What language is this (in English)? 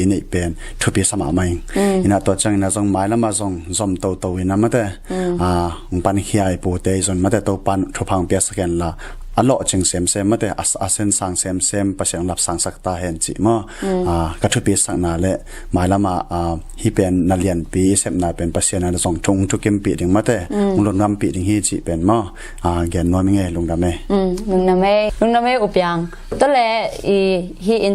Tedim Chin